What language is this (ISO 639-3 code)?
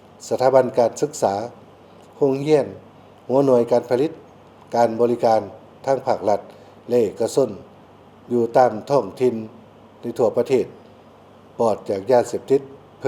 lao